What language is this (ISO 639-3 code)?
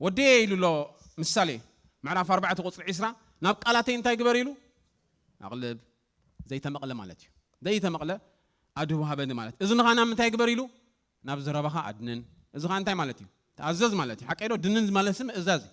tir